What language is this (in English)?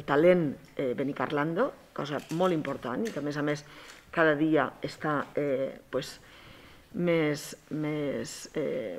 Catalan